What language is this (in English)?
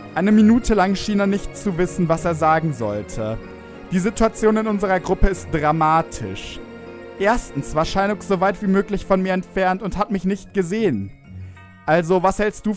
German